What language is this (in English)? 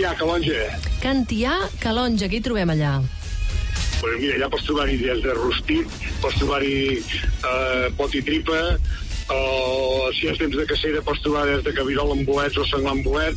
Catalan